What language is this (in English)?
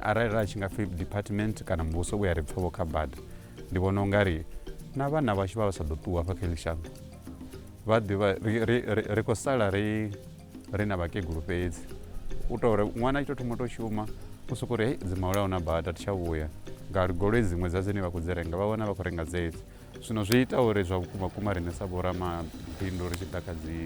Venda